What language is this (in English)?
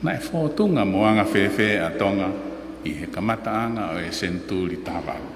Tongan